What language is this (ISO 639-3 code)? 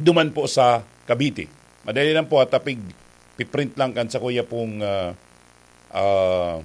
bik